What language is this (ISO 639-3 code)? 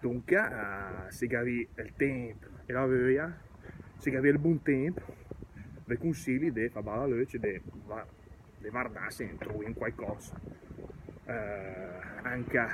lmo